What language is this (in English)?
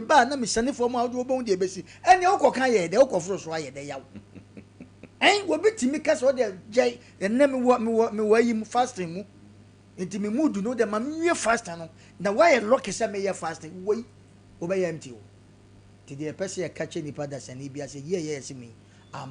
Akan